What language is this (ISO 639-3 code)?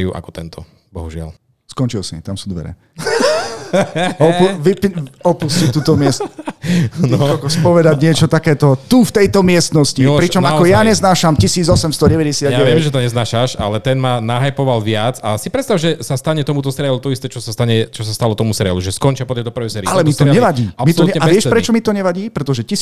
slk